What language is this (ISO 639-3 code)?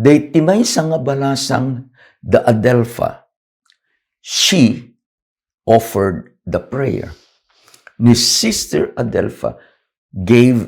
ilo